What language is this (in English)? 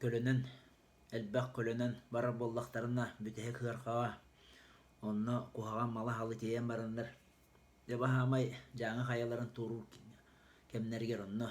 Yakut